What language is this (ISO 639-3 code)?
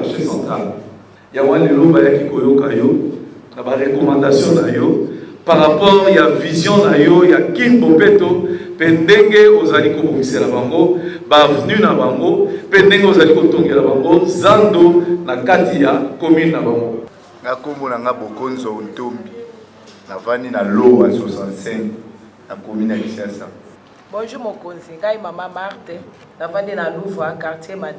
lin